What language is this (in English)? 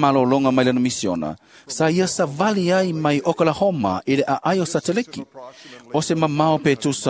Samoan